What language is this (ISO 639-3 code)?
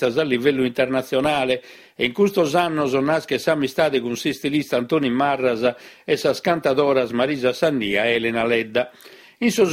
srd